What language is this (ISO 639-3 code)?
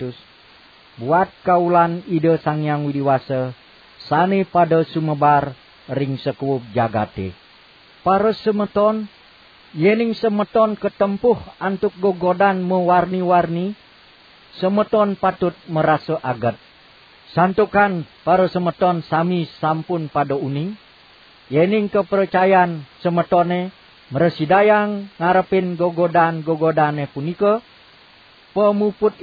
ban